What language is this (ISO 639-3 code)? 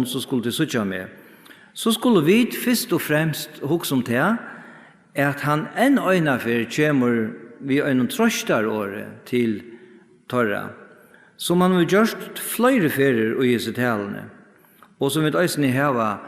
fao